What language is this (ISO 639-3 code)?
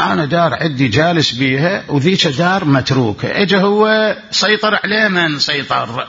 acm